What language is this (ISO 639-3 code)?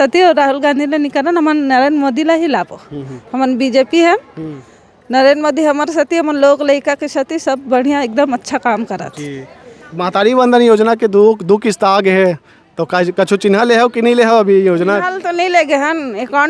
hne